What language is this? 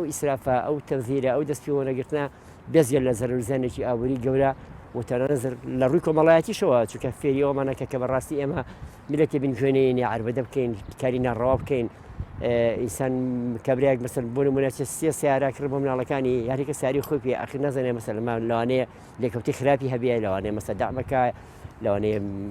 Central Kurdish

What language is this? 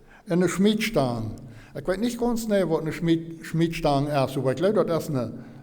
Plautdietsch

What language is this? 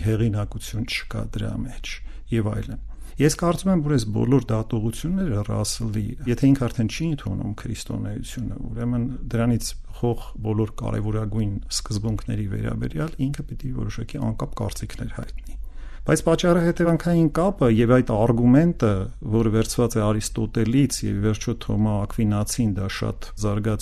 Armenian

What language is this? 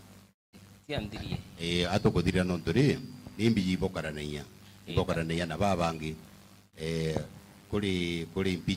Meru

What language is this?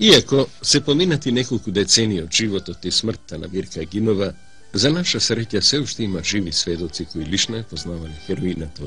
Macedonian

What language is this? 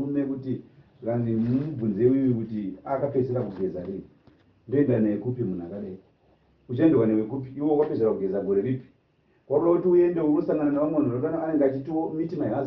Shona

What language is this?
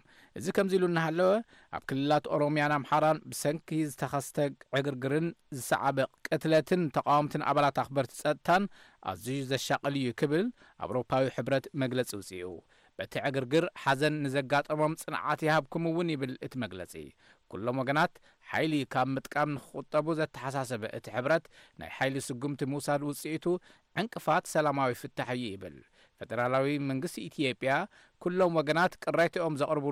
Tigrinya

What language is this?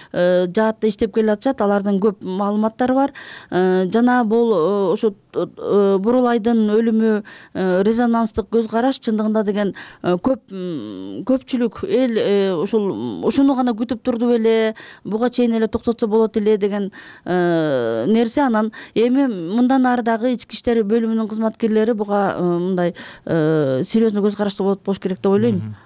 Kyrgyz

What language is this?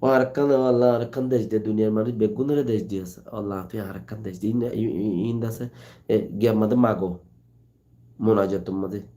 Rohingya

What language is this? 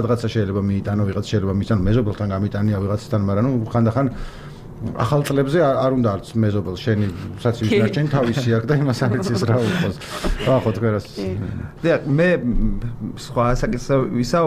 Georgian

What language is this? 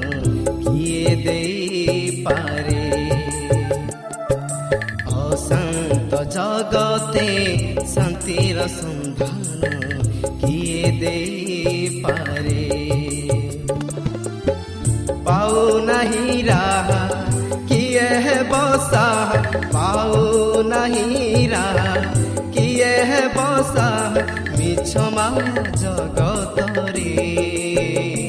Odia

